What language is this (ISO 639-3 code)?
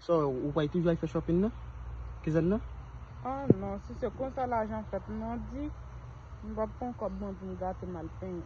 hat